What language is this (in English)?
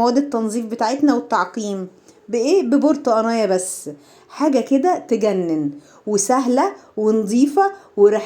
Egyptian Arabic